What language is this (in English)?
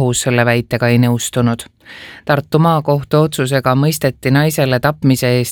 Estonian